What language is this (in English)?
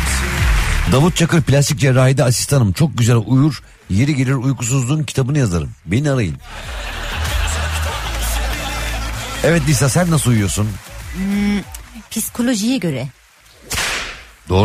Turkish